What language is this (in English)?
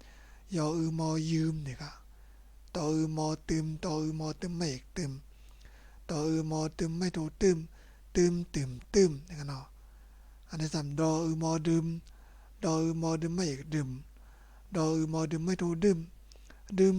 Shan